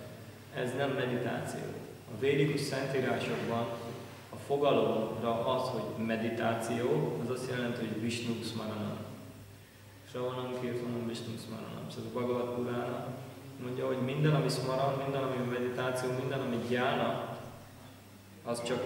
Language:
Hungarian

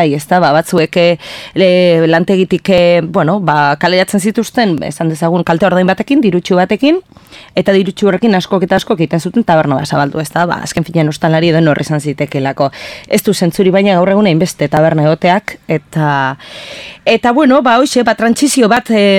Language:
Basque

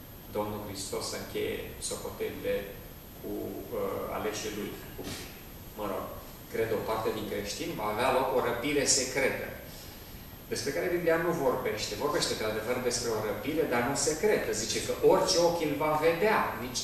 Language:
Romanian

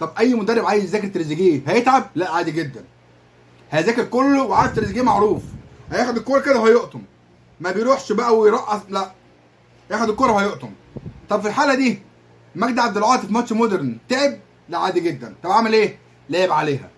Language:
Egyptian Arabic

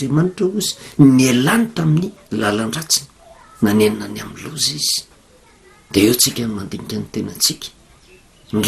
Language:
Malagasy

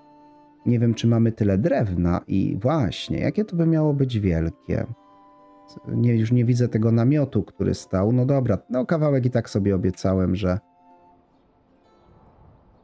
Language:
Polish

